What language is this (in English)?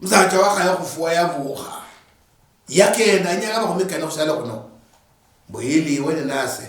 Luyia